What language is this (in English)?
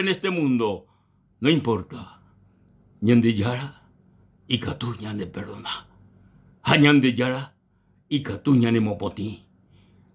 Guarani